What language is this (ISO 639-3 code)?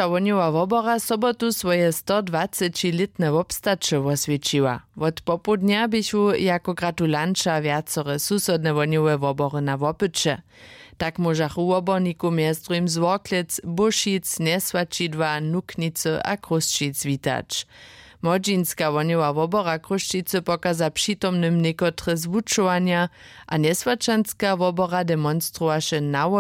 hsb